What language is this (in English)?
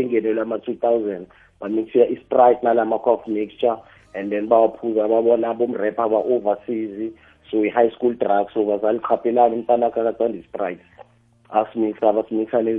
South Ndebele